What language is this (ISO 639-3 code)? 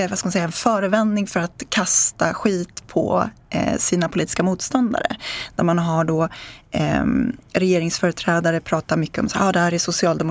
swe